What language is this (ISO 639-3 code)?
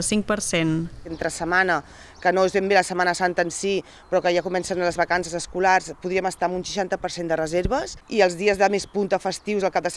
cat